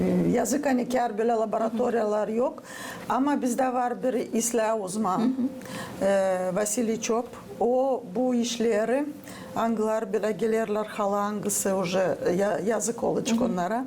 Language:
Gagauz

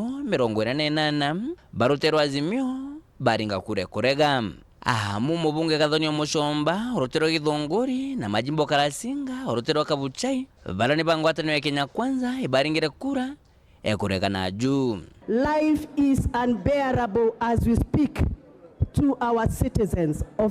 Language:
Meru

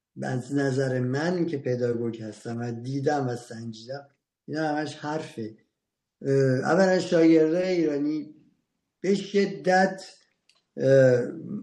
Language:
Persian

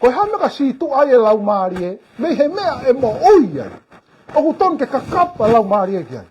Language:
Tongan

